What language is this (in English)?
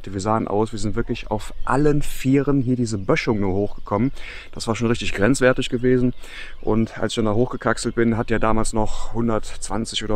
German